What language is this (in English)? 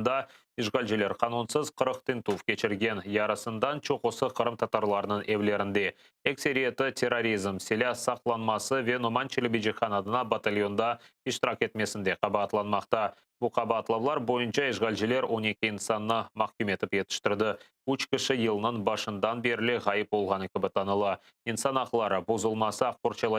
Crimean Tatar